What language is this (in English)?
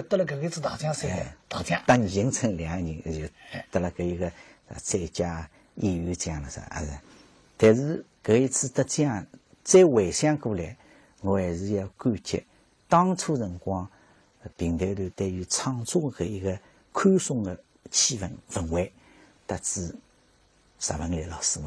Wu Chinese